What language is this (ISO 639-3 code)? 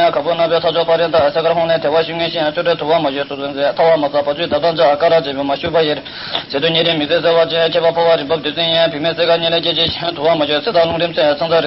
bod